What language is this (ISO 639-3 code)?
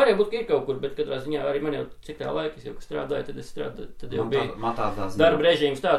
lav